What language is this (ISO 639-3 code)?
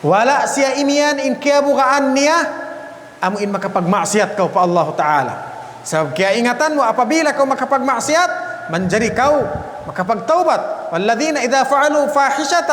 tsg